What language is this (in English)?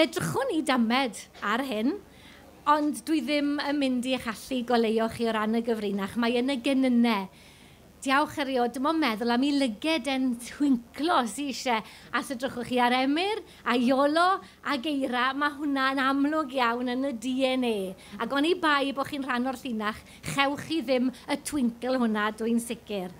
Welsh